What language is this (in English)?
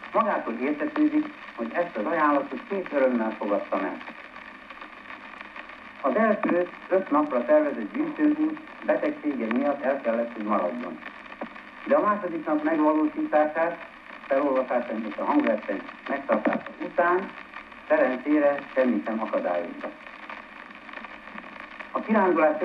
Hungarian